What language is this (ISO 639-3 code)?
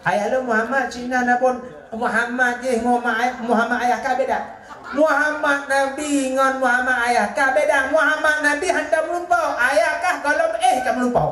ace